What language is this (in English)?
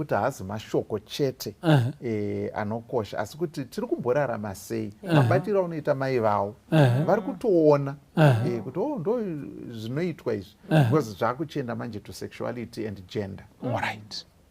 Shona